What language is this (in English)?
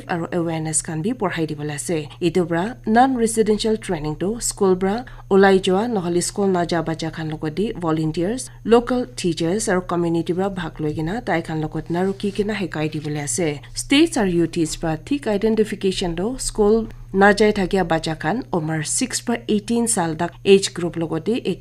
Naga Pidgin